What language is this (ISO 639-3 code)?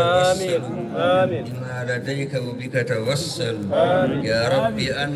ful